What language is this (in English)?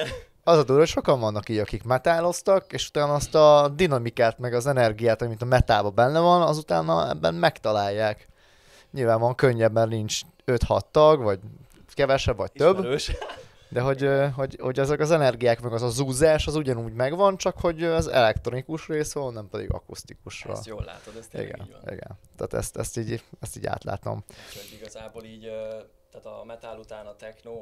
Hungarian